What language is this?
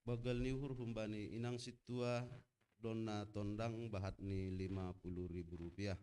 Batak Simalungun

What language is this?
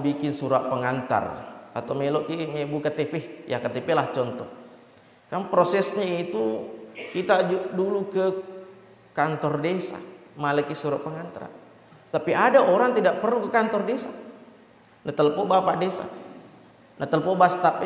Buginese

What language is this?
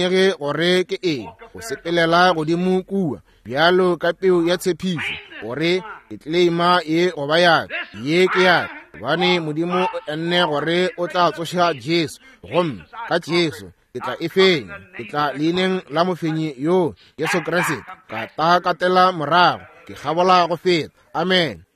Northern Sotho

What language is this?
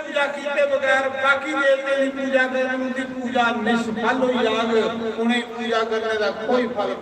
Dogri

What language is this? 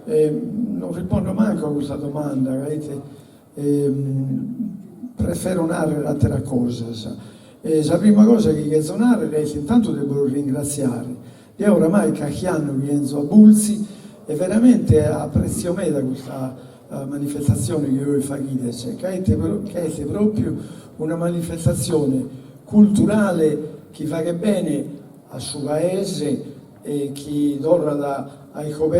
Sardinian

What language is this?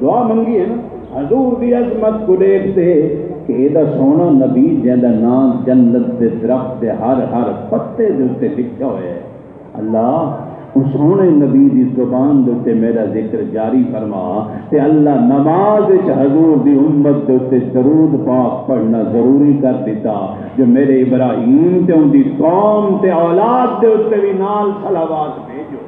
Saraiki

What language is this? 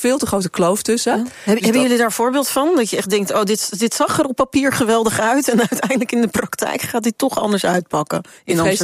Dutch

